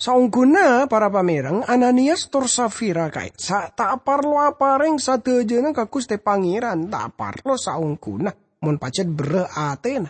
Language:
Madurese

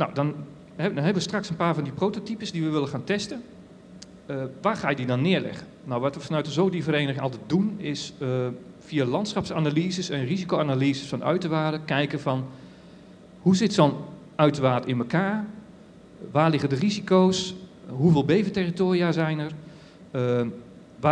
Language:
Dutch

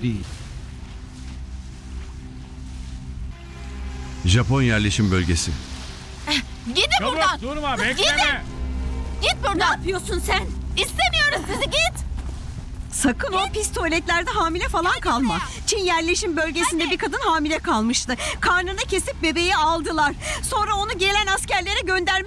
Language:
Turkish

